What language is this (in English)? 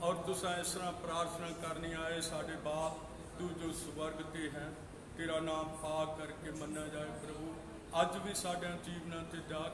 Punjabi